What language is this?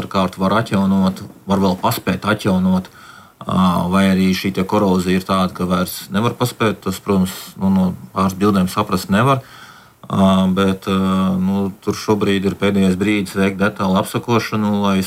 Latvian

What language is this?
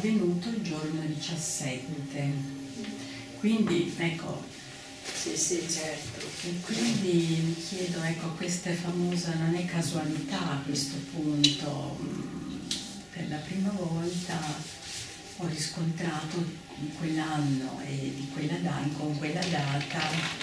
Italian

